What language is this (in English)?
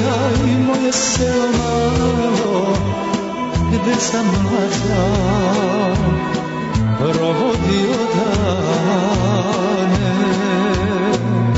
Serbian